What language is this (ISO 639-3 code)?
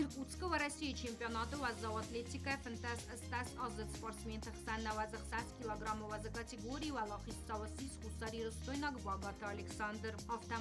oss